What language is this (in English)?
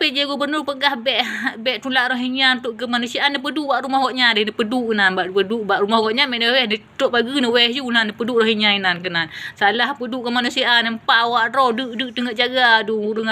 Achinese